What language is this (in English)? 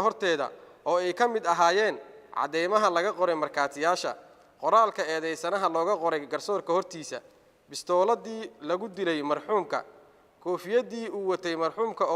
Somali